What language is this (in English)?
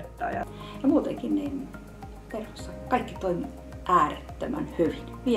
Finnish